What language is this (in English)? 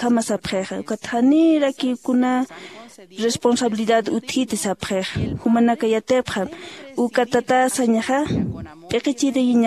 Aymara